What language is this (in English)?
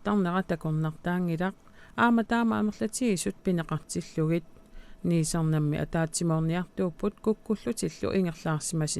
Kalaallisut